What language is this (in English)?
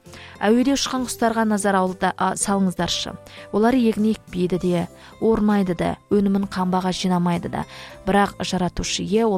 Kazakh